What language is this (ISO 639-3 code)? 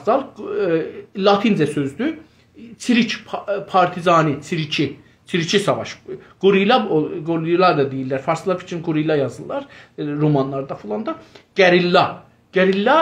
azb